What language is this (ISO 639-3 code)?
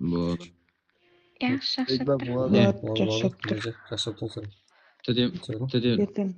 kaa